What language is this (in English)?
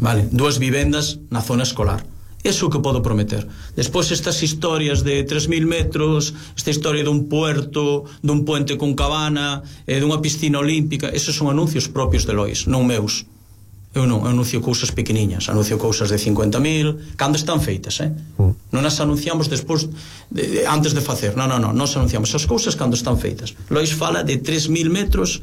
Galician